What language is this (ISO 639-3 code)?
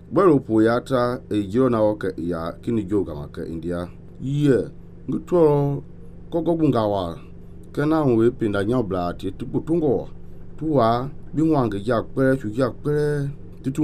men